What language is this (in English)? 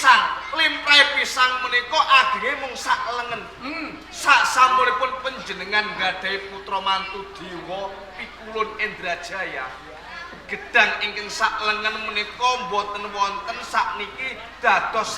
Javanese